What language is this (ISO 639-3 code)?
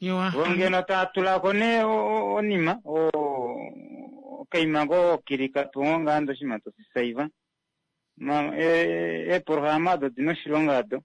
kua